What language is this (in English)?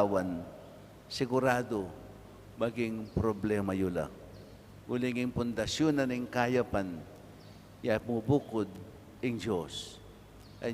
Pampanga